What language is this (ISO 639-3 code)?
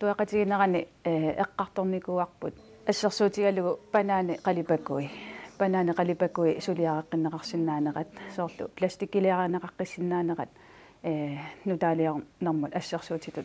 kal